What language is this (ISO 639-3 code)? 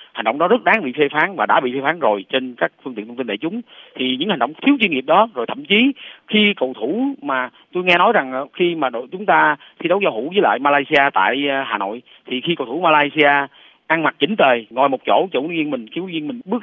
vie